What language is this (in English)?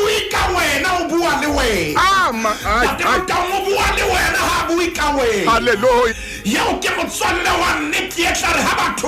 Southern Sotho